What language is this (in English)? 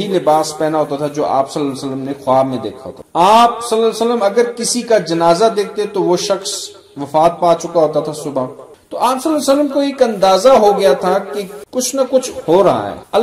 Urdu